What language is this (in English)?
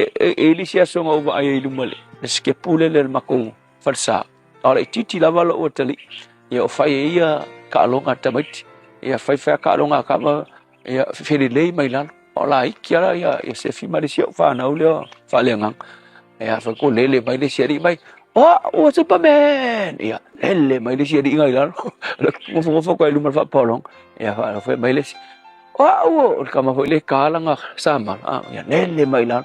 Samoan